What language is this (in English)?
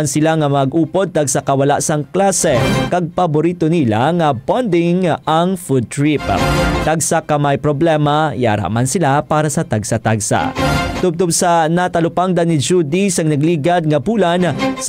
Hiligaynon